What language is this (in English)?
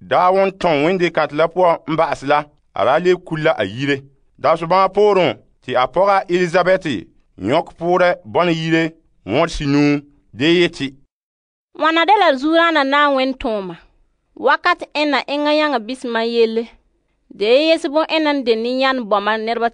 Frafra